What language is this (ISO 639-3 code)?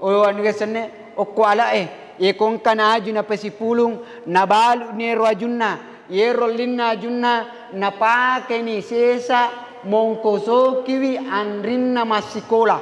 bug